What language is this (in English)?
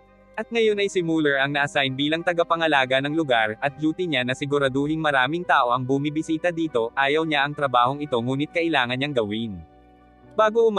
Filipino